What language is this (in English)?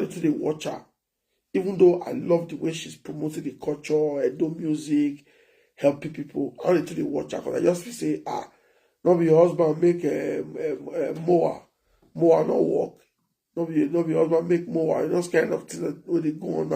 Nigerian Pidgin